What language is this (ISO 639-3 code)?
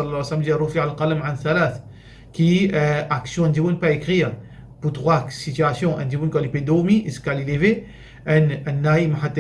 mfe